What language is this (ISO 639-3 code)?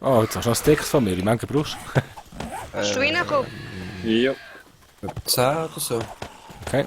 gsw